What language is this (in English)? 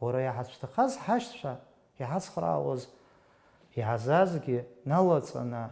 Abkhazian